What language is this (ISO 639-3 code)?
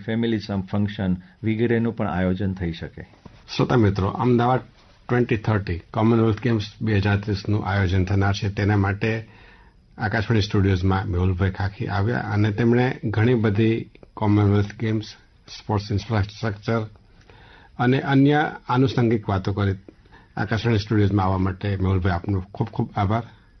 guj